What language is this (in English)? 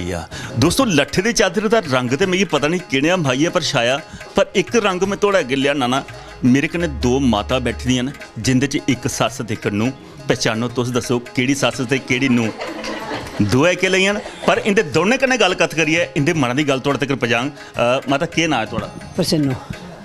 Dogri